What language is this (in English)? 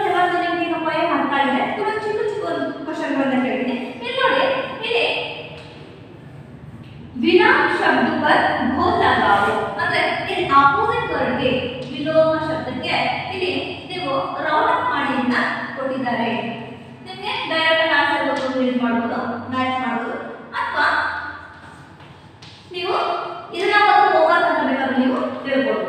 Kannada